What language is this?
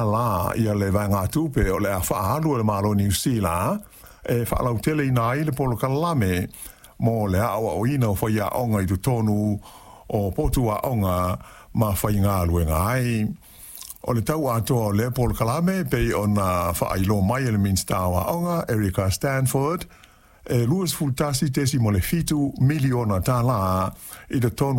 Samoan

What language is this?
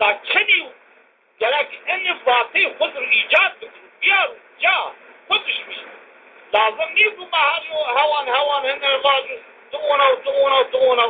Zaza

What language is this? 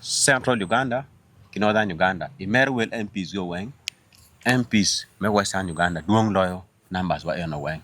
Acoli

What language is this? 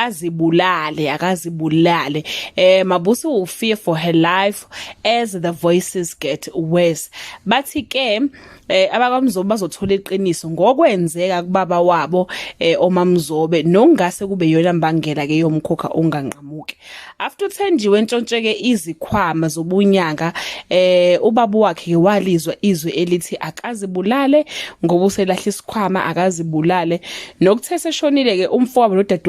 Zulu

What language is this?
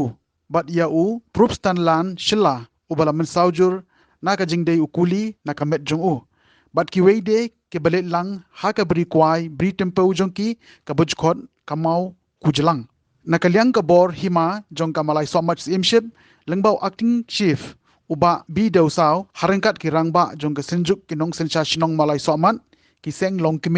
Khasi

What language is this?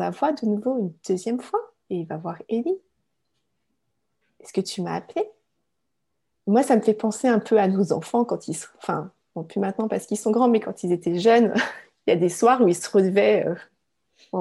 French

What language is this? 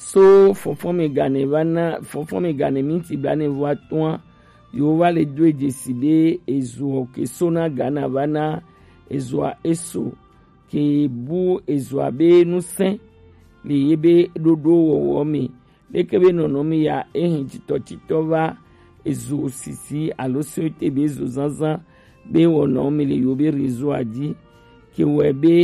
Gen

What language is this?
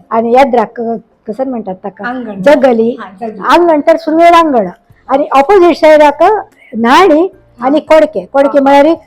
Konkani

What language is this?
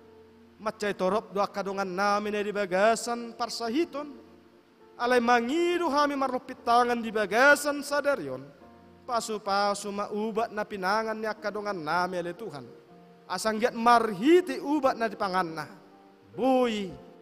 Batak Toba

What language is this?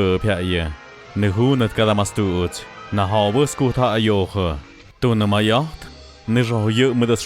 Tlahuitoltepec Mixe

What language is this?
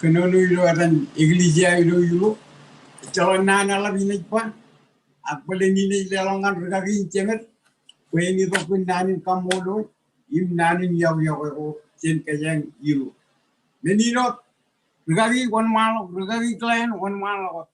Marshallese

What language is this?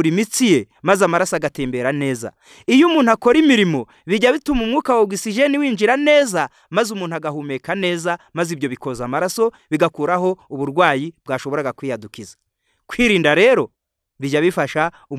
Kinyarwanda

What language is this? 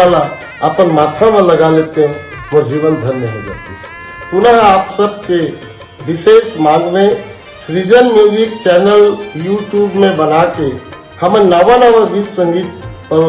Chhattisgarhi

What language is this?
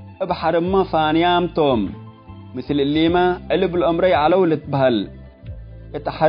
Tigre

